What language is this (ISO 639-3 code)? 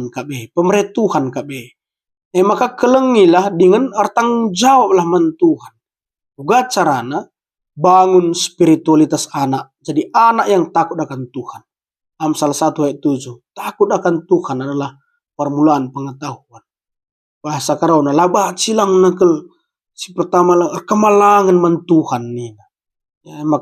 btx